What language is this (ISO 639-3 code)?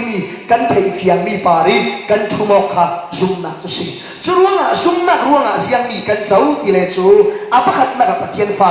cfm